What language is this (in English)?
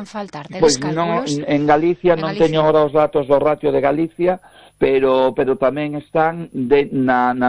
Galician